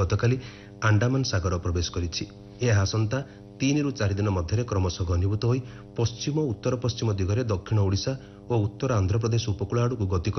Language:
Odia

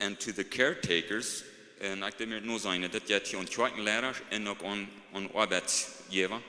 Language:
Plautdietsch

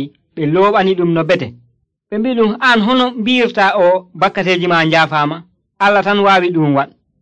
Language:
Nigerian Fulfulde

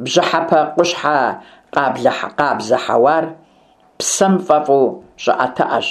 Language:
Kabardian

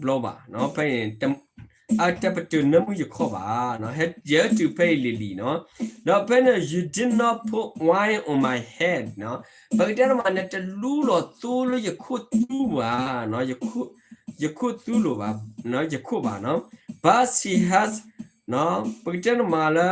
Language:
S'gaw Karen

